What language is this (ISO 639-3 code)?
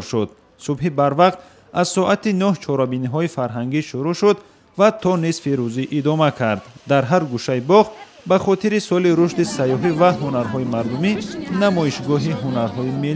tgk